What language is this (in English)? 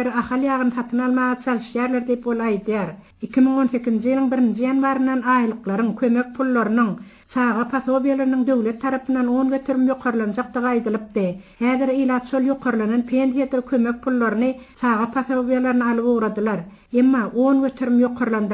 Turkmen